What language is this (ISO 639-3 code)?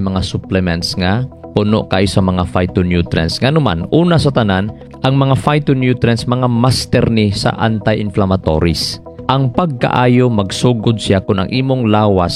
ceb